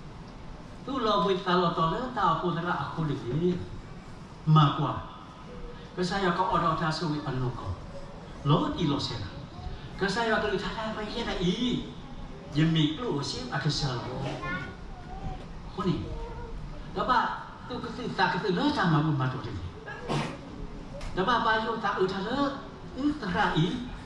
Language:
S'gaw Karen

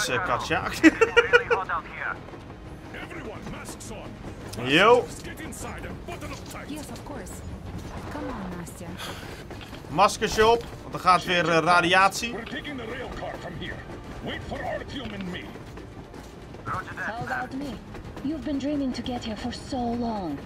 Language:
Dutch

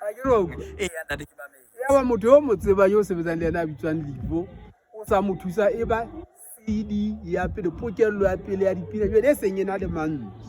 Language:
Southern Sotho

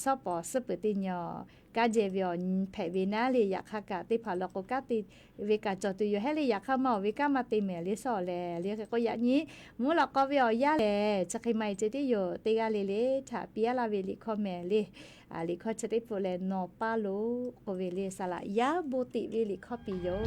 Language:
Lahu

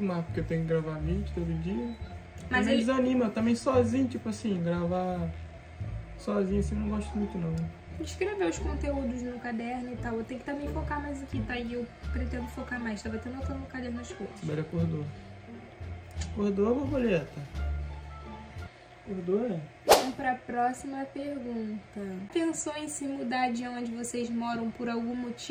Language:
Portuguese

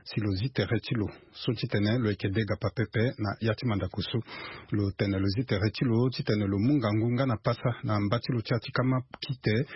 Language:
Sango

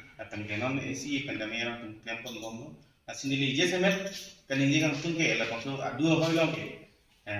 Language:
Karbi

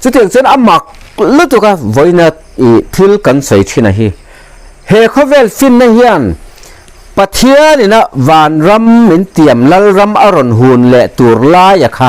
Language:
Mizo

